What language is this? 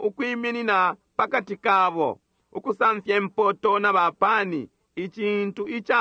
Bemba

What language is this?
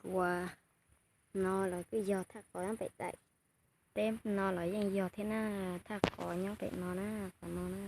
Hmong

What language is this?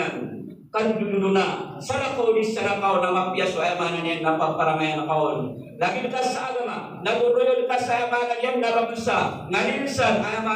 Maranao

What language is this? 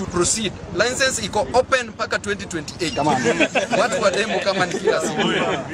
Swahili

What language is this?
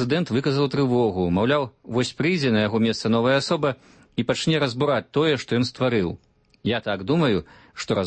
Belarusian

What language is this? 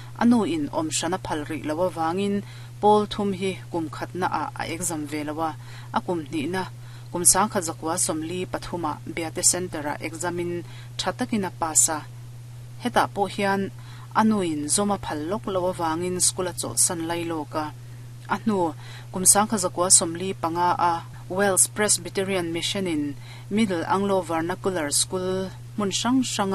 Mizo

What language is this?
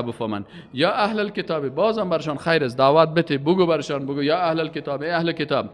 Persian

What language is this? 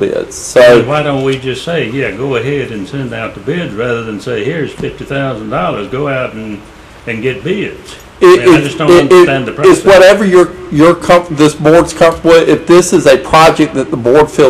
English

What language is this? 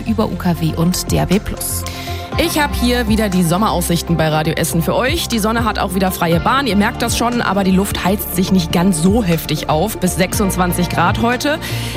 German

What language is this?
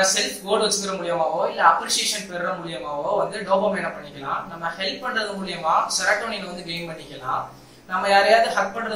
Tamil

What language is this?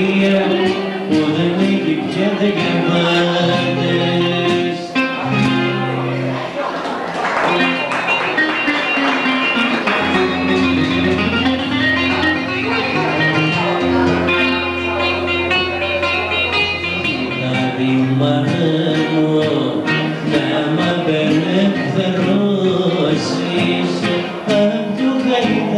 Greek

